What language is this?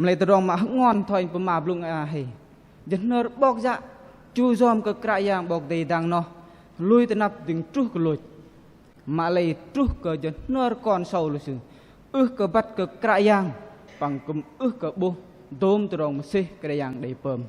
Bahnar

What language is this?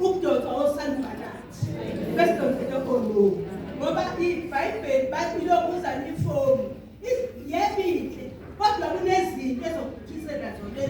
Zulu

